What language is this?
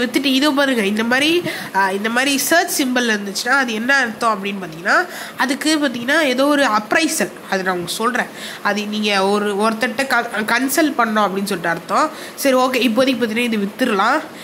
Tamil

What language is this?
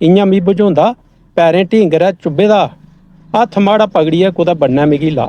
Dogri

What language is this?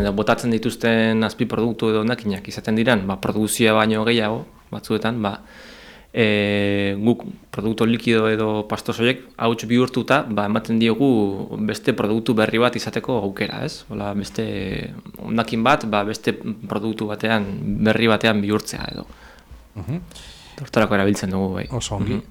Basque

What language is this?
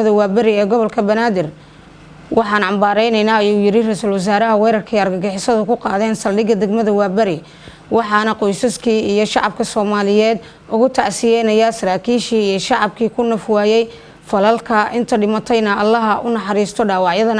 Somali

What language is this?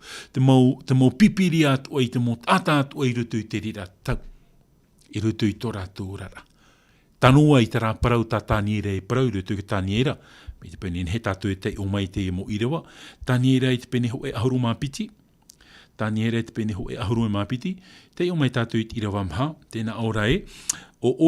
Tahitian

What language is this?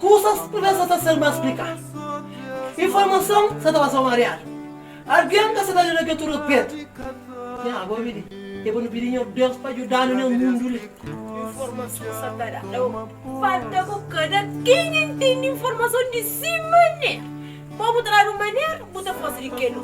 Kabuverdianu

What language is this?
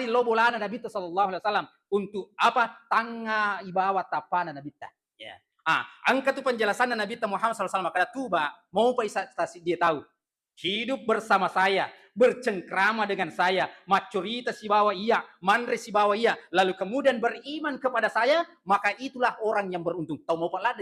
Buginese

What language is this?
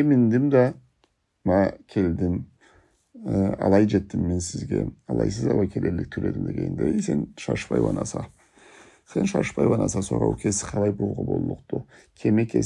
Karachay-Balkar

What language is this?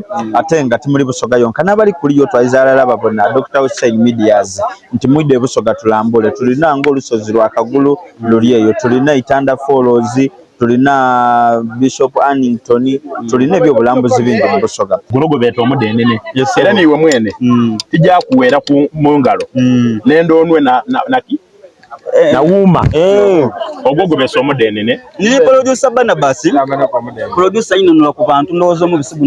Soga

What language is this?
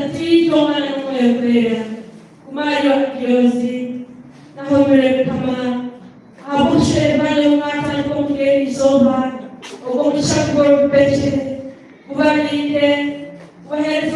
Nyankole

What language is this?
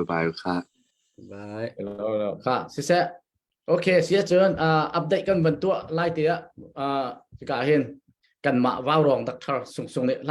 Hakha Chin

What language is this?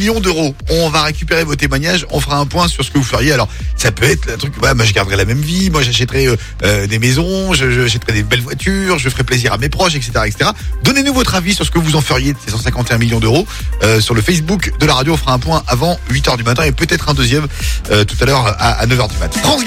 French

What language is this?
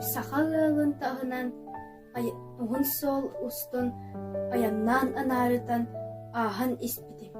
Yakut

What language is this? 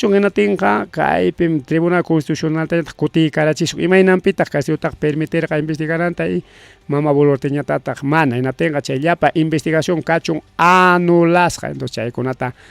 Ayacucho Quechua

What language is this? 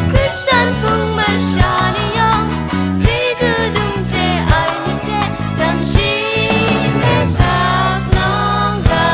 Kachin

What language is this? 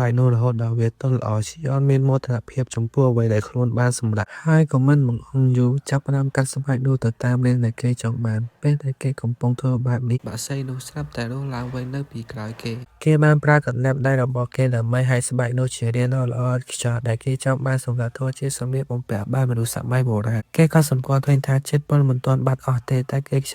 Khmer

